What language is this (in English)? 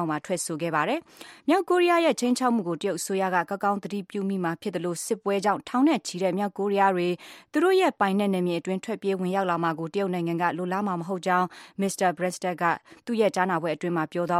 Burmese